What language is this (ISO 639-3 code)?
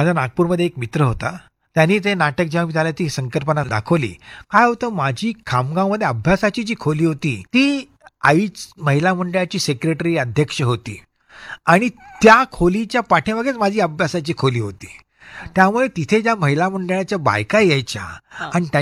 mar